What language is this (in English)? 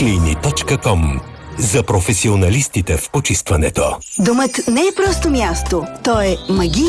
Bulgarian